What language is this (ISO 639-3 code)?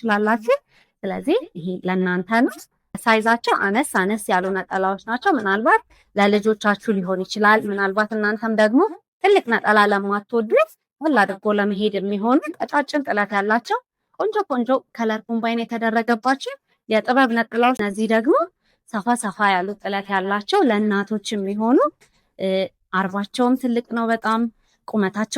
amh